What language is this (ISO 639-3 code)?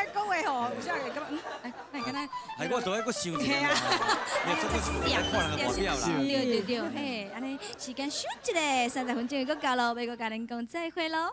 nan